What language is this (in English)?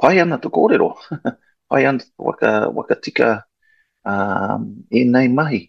Māori